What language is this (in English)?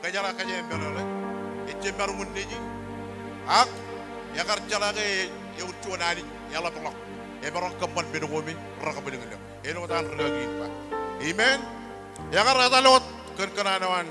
Marshallese